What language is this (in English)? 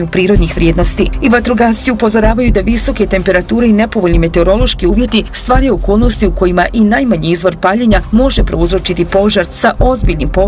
Bosnian